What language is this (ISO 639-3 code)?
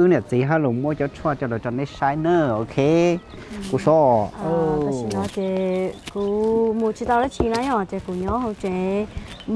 hmn